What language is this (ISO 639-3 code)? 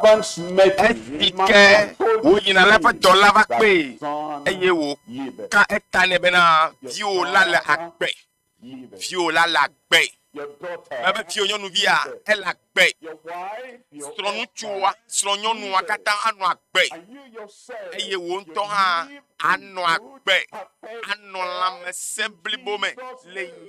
ewe